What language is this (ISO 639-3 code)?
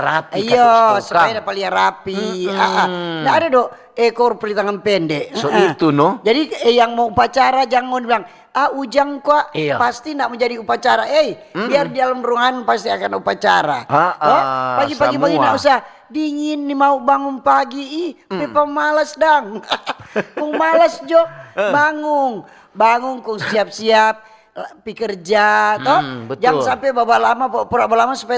xmm